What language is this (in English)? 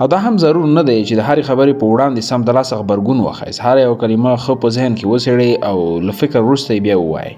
Pashto